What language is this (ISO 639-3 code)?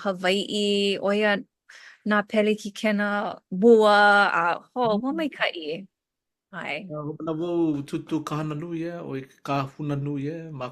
haw